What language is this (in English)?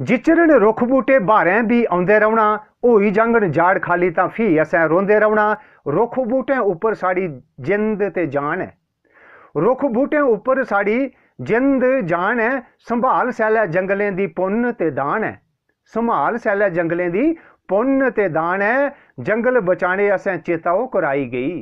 Dogri